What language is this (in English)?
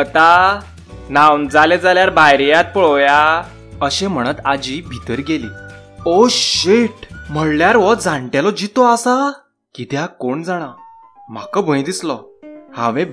Konkani